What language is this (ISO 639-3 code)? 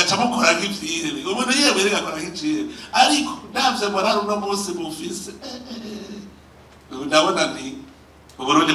run